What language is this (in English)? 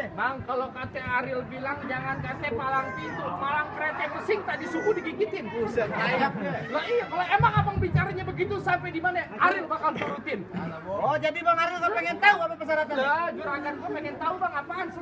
Betawi